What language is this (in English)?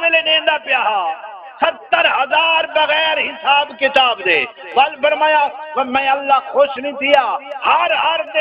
Saraiki